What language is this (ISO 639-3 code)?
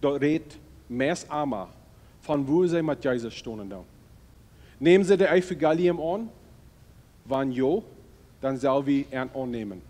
pdt